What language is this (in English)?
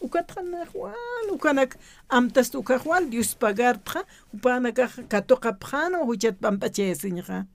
Aymara